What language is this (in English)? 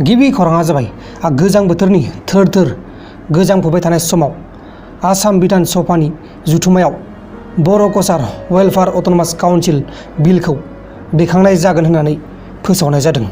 Bodo